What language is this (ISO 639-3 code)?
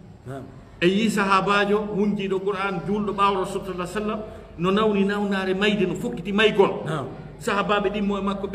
ful